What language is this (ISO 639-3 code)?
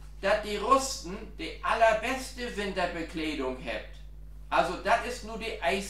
nds